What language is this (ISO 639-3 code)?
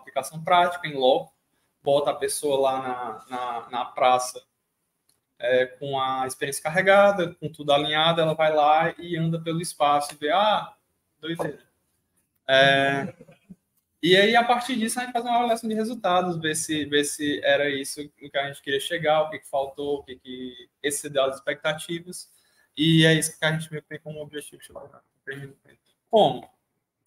por